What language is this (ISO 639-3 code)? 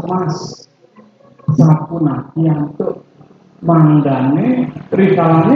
ban